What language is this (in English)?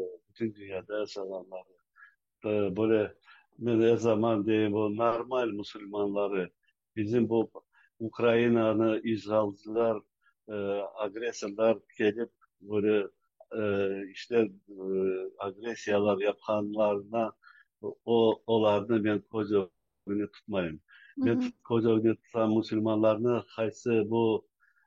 Crimean Tatar